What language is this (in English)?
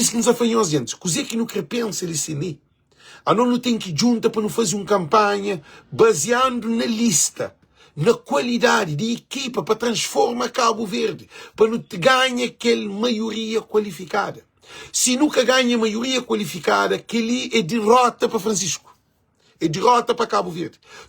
Kabuverdianu